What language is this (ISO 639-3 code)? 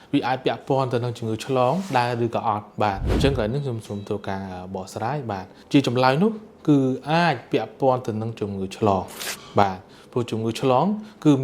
khm